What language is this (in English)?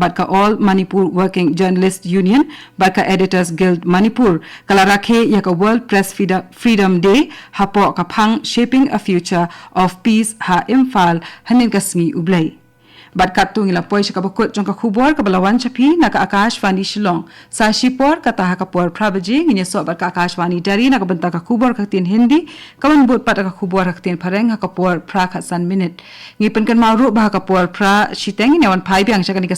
Khasi